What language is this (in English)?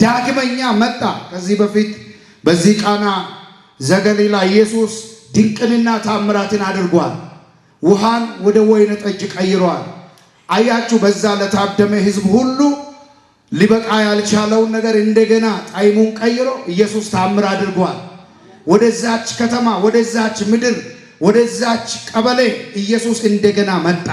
Amharic